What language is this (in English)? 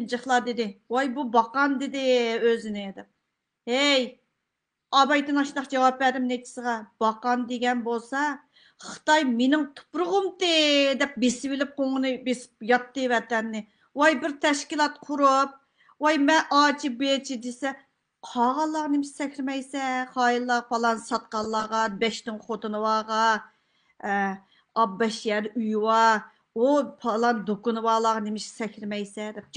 Uyghur